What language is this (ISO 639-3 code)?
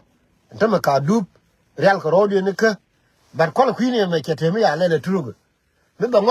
nus